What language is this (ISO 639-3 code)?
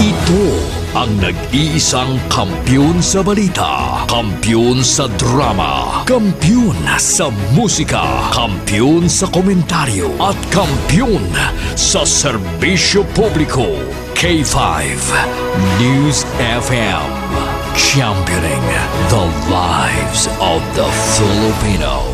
hil